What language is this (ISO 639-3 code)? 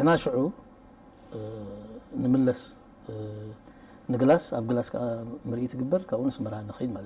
tir